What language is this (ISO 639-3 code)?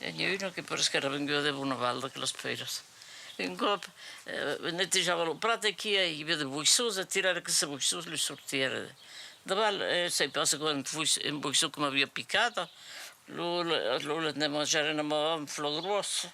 oci